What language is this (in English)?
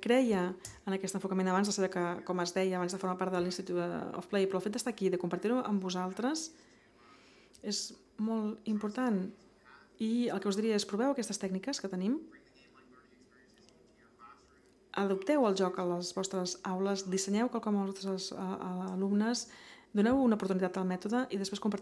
Catalan